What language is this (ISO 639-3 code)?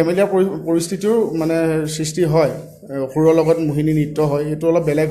asm